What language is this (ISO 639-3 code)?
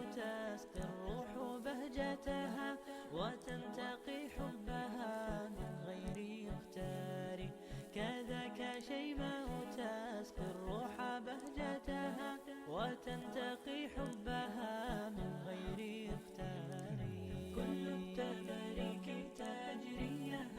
che